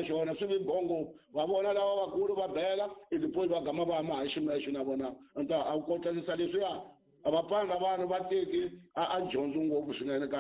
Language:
Tsonga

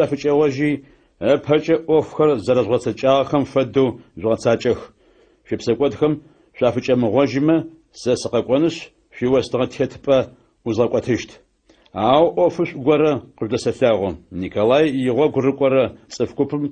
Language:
Adyghe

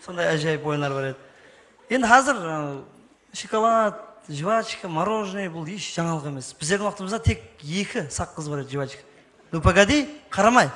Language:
Kara-Kalpak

